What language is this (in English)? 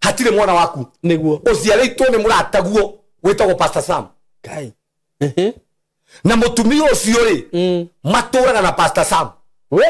Kikuyu